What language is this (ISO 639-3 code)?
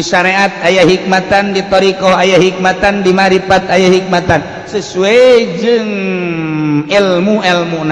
sun